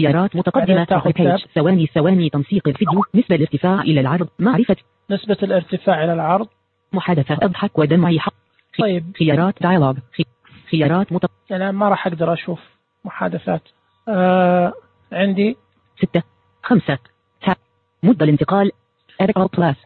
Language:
Najdi Arabic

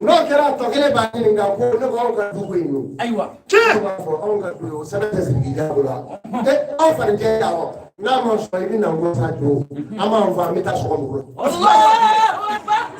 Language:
Bambara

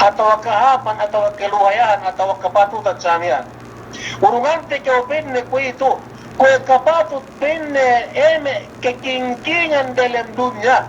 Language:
Yakan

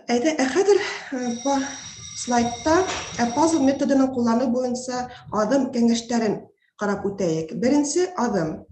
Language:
Bashkir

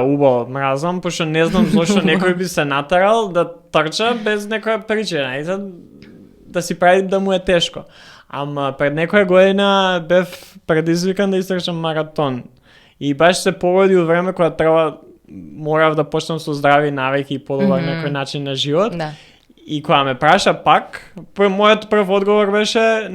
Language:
Macedonian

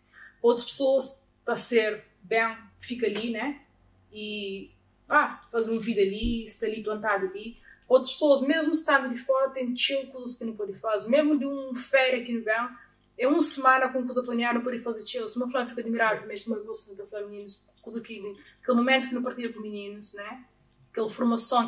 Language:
Kabuverdianu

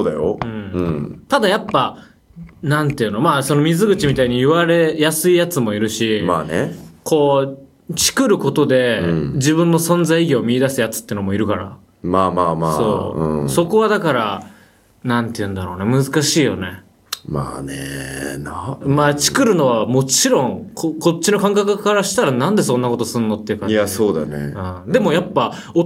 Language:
Japanese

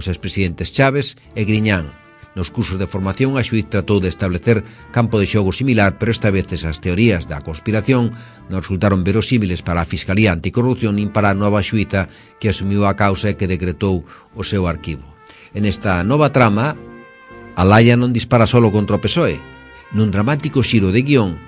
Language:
Galician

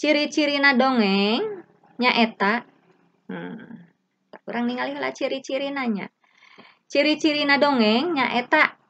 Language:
Sundanese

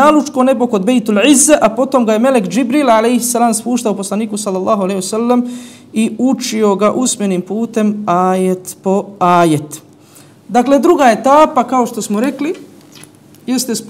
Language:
Bosnian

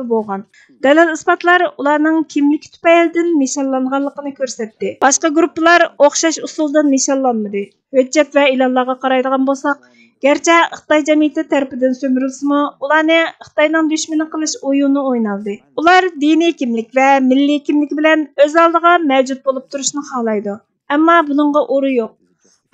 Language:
Uyghur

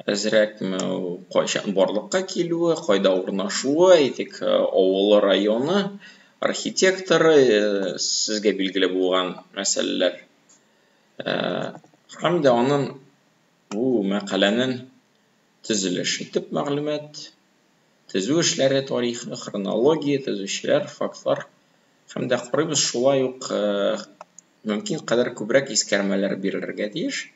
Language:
Tatar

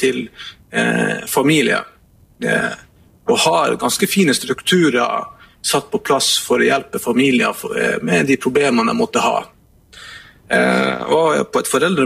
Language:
Norwegian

